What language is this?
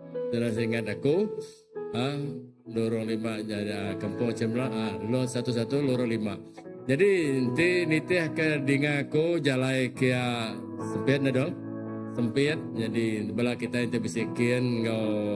Iban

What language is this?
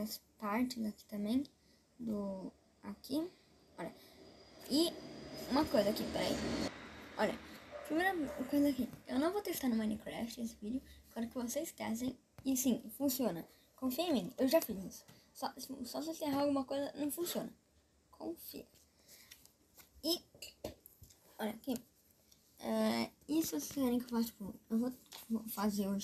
Portuguese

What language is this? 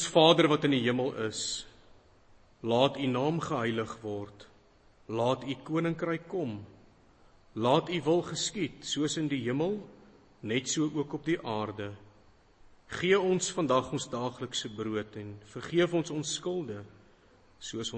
Afrikaans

